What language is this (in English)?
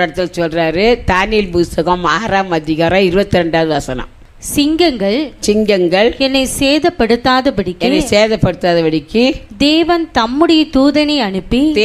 Tamil